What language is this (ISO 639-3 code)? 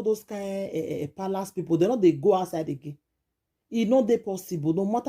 pcm